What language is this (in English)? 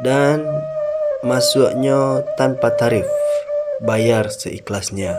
Minangkabau